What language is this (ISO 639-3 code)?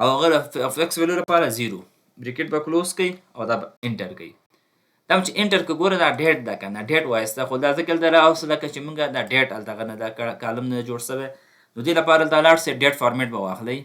pus